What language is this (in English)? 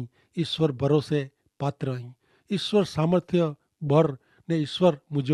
Kachhi